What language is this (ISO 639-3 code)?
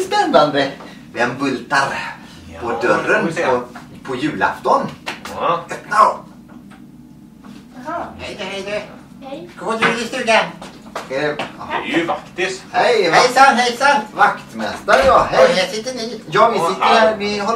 swe